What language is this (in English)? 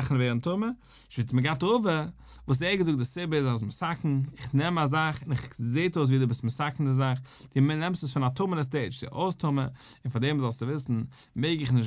Yiddish